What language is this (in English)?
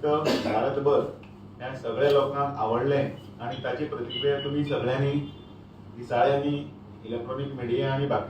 Konkani